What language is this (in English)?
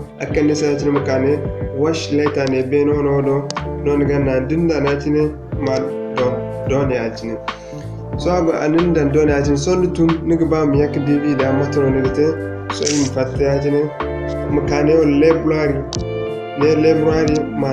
Zarma